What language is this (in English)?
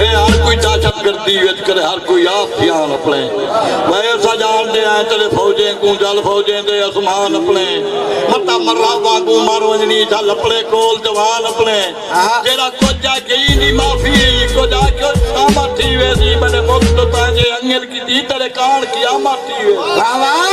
Saraiki